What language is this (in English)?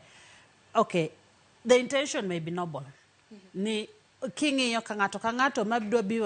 Luo (Kenya and Tanzania)